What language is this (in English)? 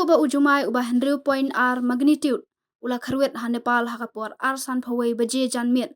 Khasi